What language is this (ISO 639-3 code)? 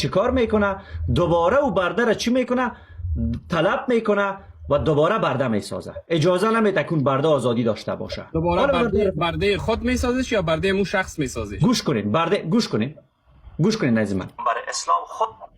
fas